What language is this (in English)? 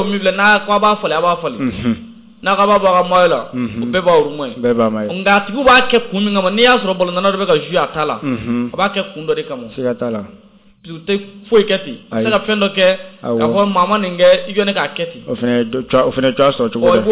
Bambara